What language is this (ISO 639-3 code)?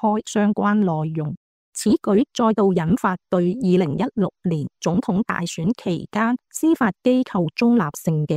yue